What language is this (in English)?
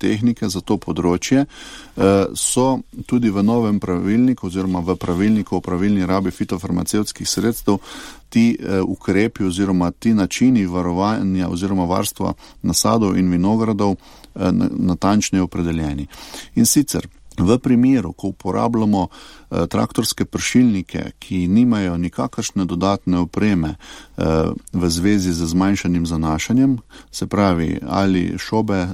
Slovenian